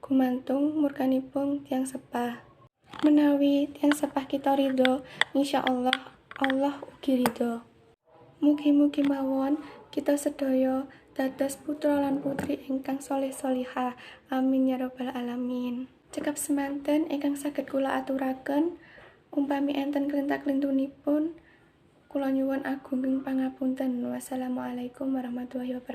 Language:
Javanese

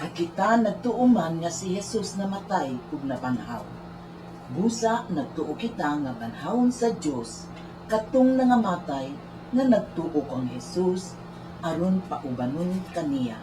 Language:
Cebuano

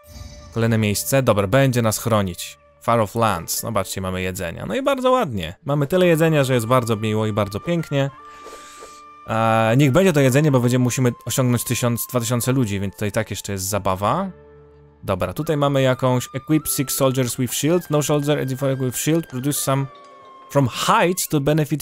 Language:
Polish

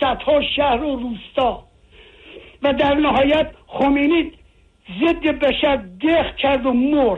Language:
Persian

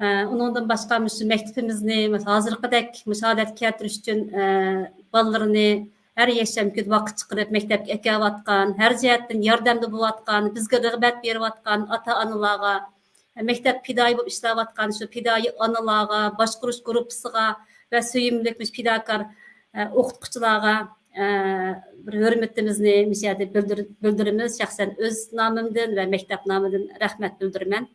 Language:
Uyghur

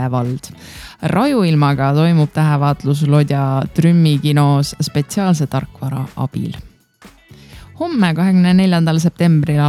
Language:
Estonian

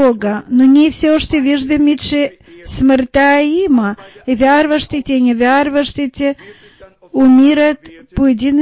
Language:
Bulgarian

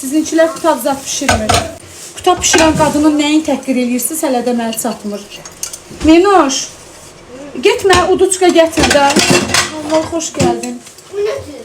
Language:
Azerbaijani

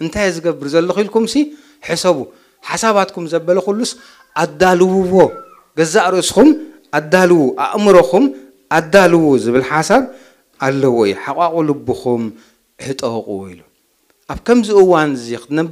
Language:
Tigrinya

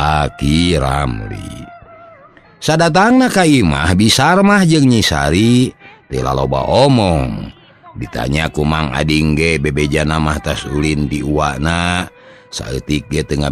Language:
Sundanese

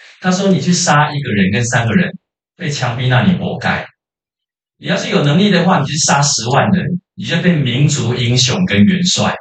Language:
Chinese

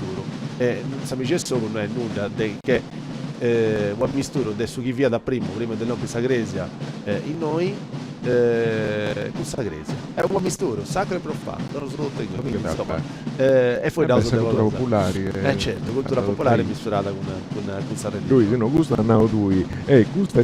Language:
Sardinian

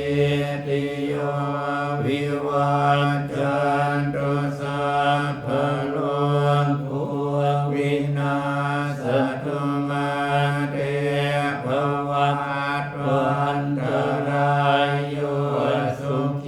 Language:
Pali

